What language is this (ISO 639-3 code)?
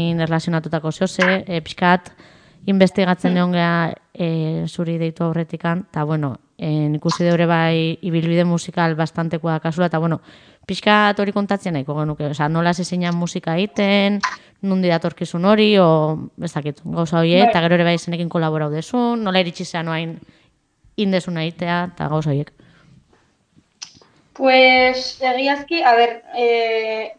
eus